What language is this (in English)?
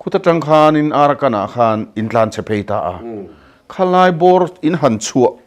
Mizo